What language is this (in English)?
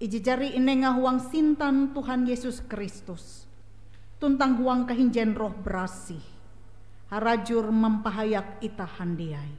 Ngaju